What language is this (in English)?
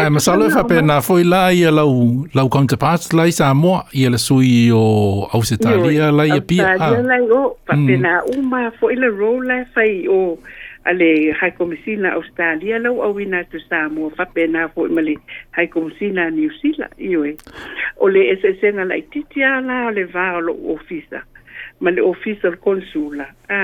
Samoan